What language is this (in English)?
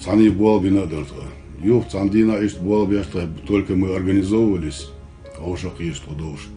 Chechen